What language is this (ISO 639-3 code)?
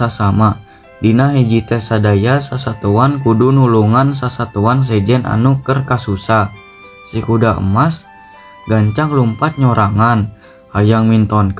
sun